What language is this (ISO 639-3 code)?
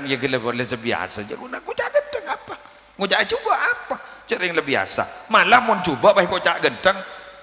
mad